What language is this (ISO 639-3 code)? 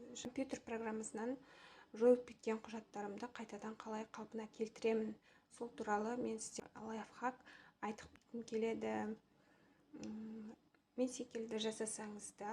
kaz